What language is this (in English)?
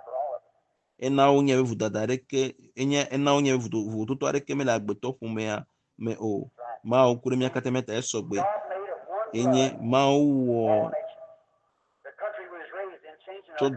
Ewe